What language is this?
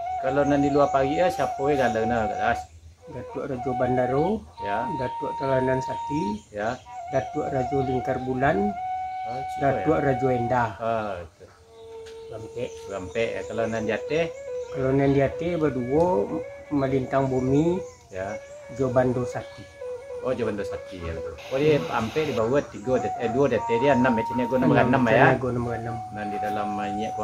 Minangkabau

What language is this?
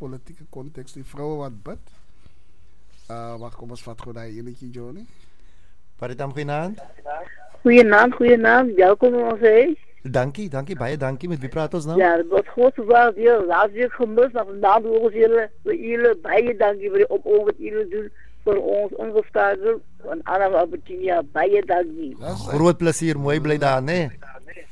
Afrikaans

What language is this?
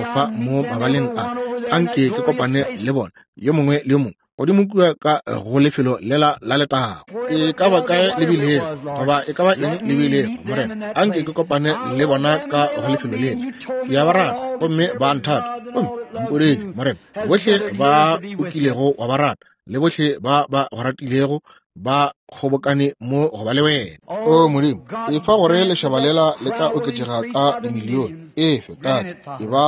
Northern Sotho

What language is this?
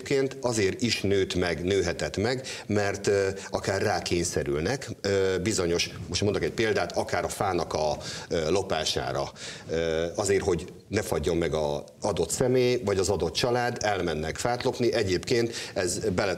Hungarian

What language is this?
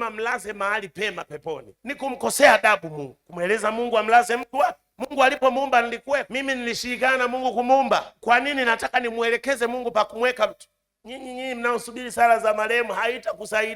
Swahili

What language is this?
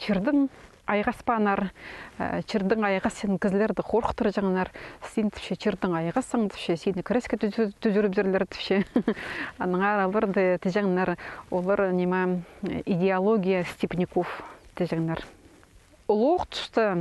Khakas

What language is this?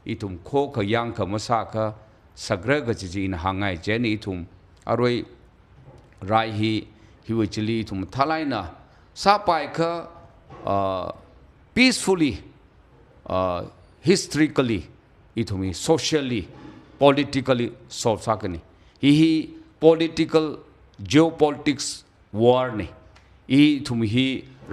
Tangkhul Naga (India)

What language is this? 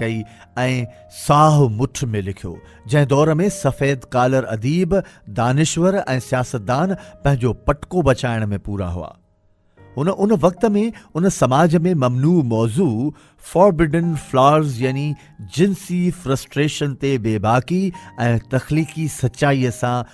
Sindhi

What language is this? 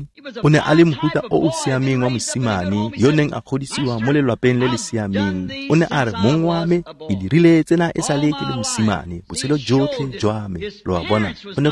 Tswana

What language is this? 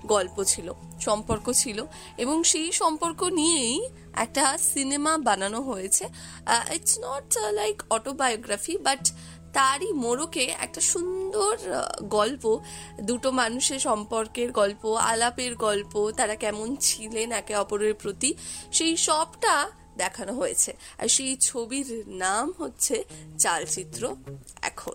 Bangla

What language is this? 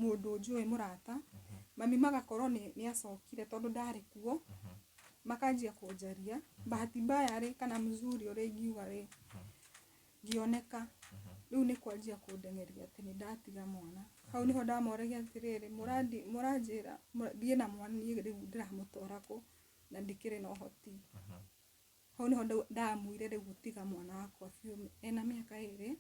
Kikuyu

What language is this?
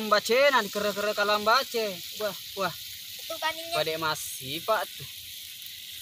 Buginese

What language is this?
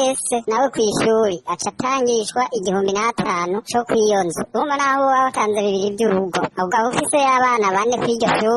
Rundi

